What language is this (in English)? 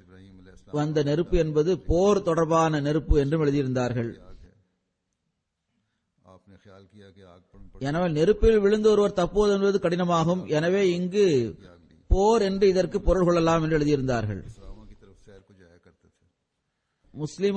Tamil